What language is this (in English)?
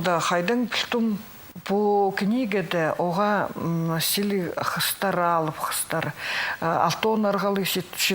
Khakas